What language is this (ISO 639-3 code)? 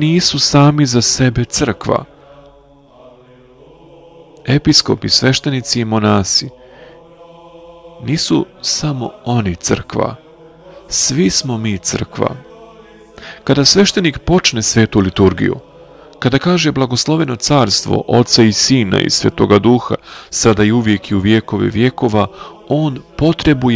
srp